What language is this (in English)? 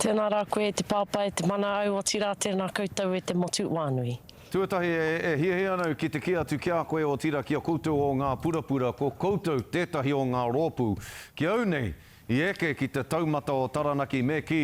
Māori